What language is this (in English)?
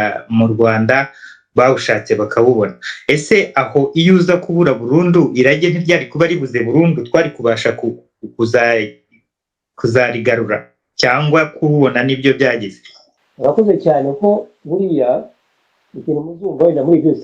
Kinyarwanda